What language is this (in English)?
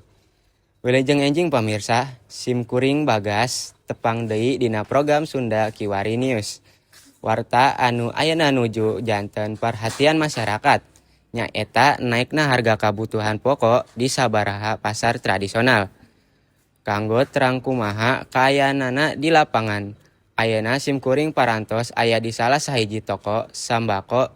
Sundanese